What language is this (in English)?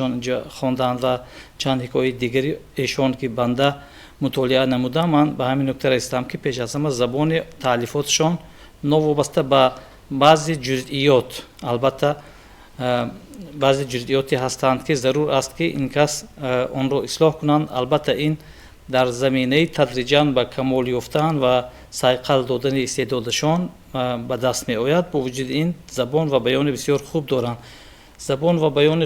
Tajik